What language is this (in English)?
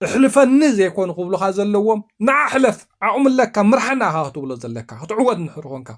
Tigrinya